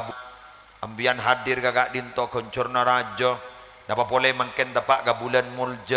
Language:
Madurese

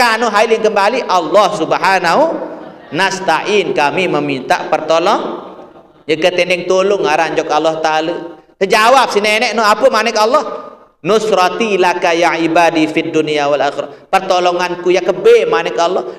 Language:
Sasak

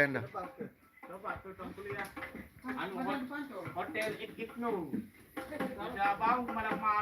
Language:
Sasak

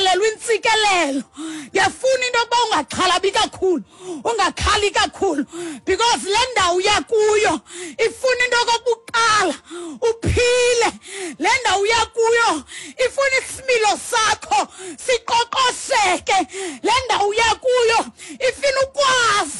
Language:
Xhosa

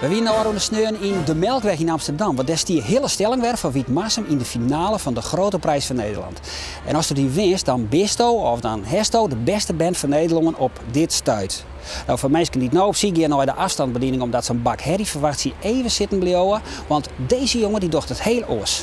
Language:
Western Frisian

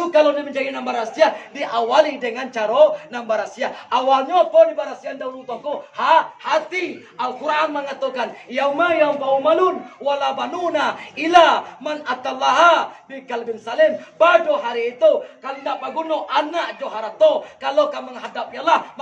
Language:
Minangkabau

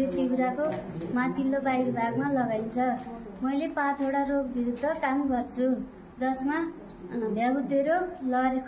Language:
Nepali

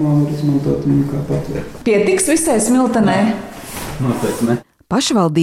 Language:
Latvian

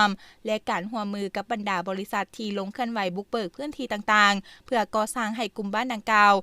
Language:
Lao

